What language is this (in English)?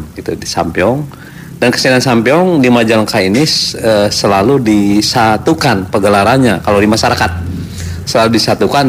Indonesian